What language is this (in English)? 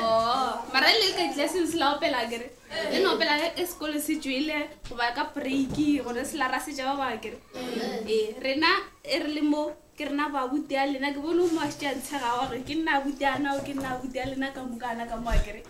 Northern Sotho